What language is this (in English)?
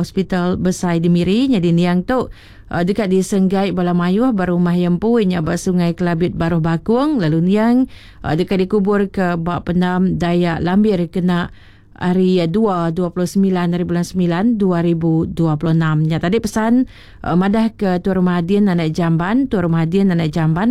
Iban